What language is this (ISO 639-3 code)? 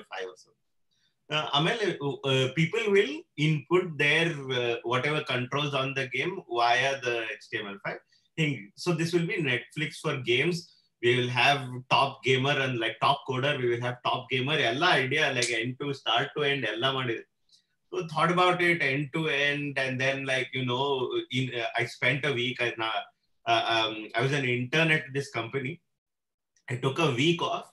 eng